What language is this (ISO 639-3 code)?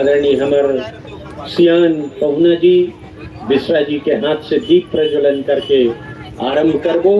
hne